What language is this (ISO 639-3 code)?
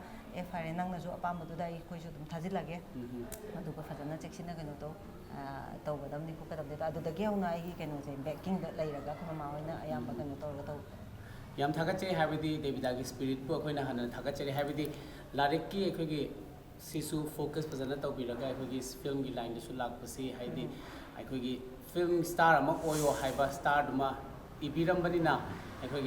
mni